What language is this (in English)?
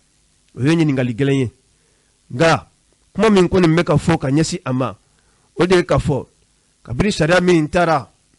Bambara